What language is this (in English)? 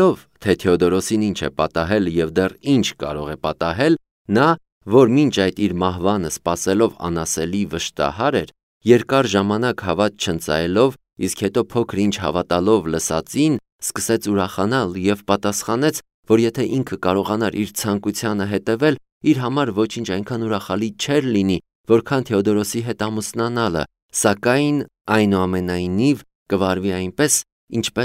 Armenian